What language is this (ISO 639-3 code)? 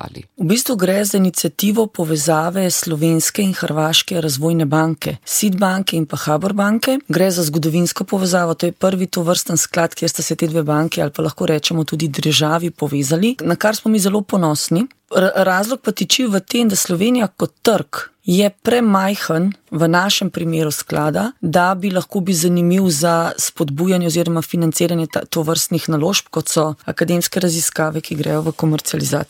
slv